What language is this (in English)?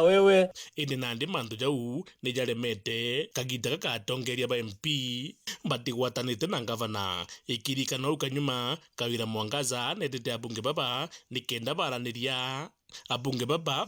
Meru